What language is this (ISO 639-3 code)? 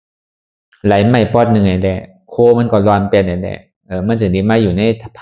shn